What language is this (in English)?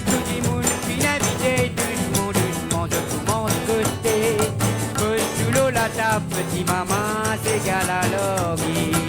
Morisyen